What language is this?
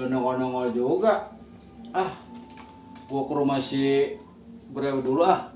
Betawi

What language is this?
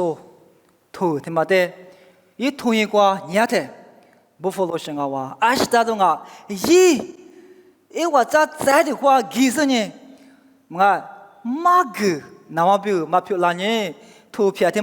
Lisu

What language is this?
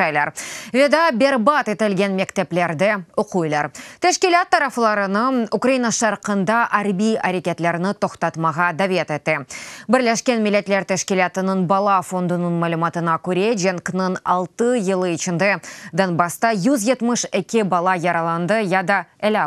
Crimean Tatar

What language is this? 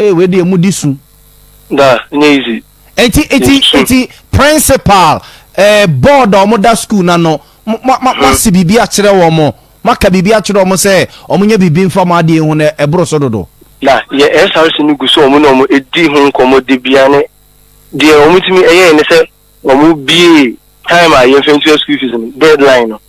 Akan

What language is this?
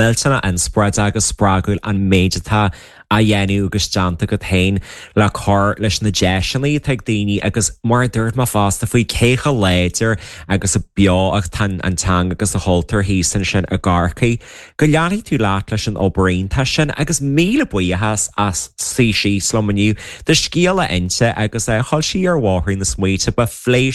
Irish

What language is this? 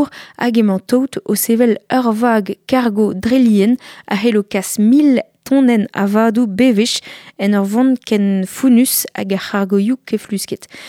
Breton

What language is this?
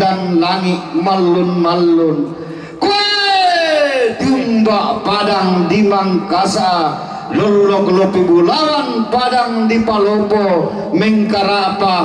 Toraja-Sa'dan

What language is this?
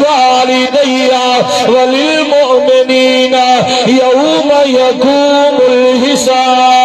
Saraiki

